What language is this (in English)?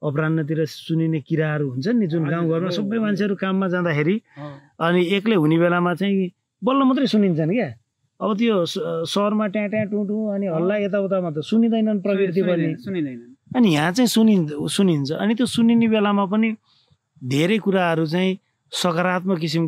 Nepali